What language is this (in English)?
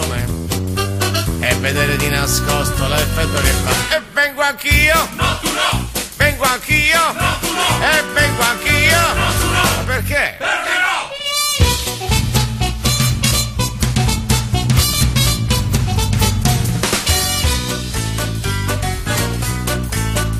Italian